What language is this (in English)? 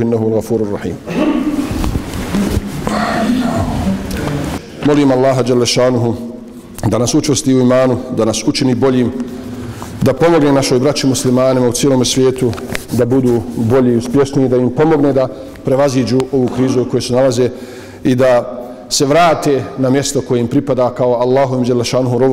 Bosnian